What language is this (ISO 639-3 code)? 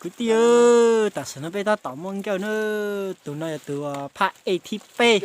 hmn